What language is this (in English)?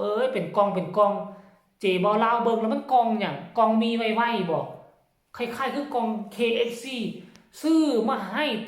Northeastern Thai